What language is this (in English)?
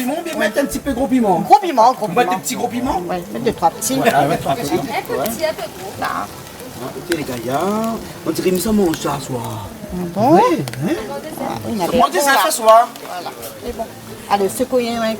Réunion Creole French